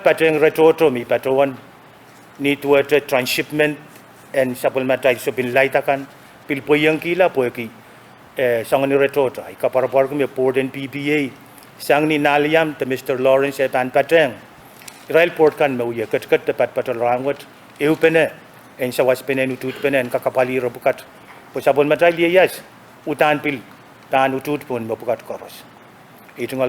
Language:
Pohnpeian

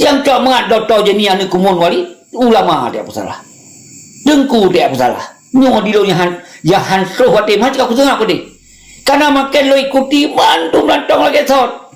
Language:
Achinese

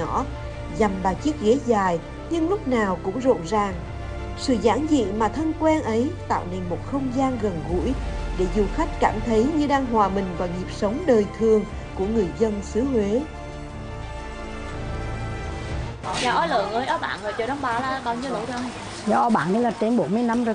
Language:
Vietnamese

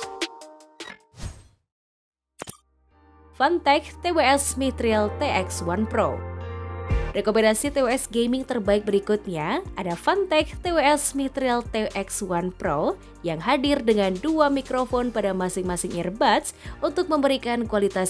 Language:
Indonesian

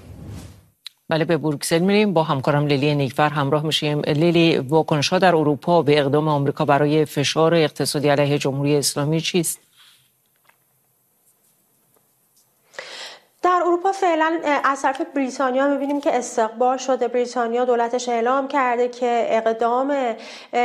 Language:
Persian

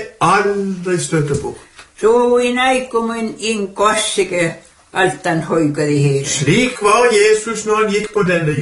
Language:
Norwegian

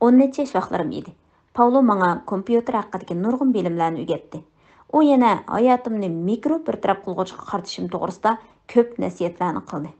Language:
Uyghur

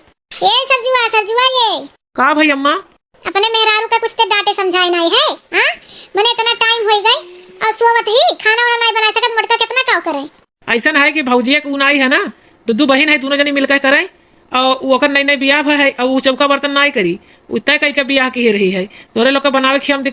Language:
Awadhi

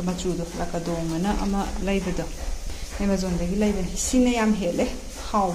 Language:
Manipuri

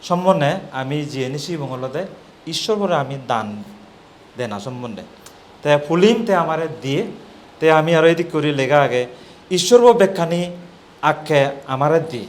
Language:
Chakma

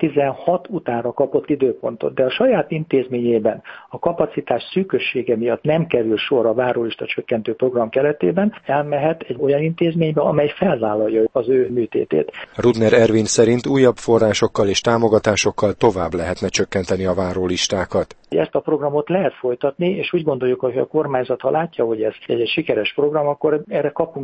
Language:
Hungarian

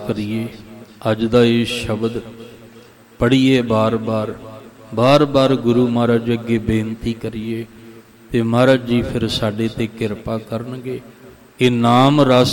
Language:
Punjabi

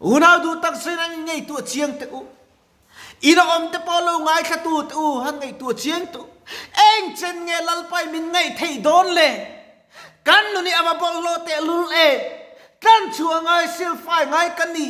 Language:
Mizo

